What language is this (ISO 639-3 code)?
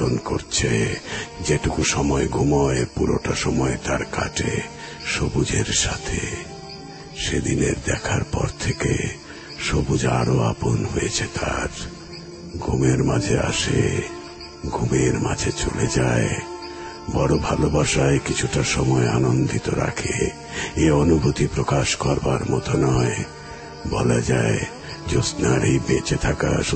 ben